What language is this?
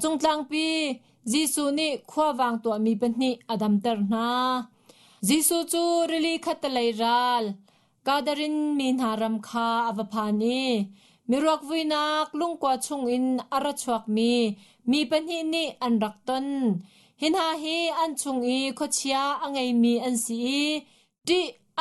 Hakha Chin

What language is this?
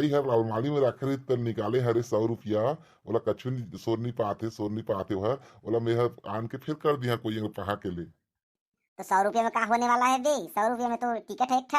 Chhattisgarhi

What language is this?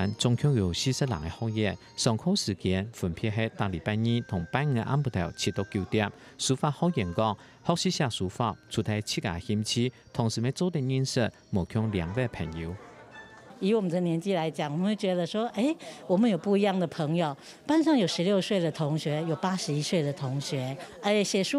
Hakka Chinese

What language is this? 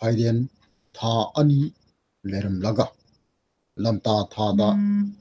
Manipuri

